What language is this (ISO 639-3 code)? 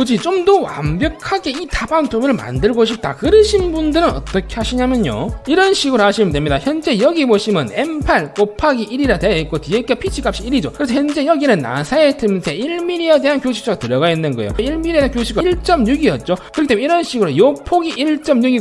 kor